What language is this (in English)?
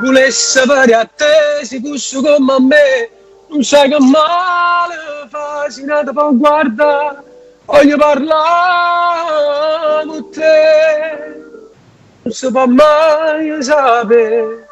Neapolitan